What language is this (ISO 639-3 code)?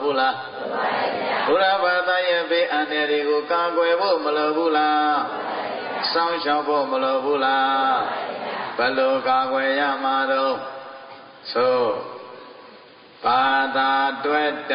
mya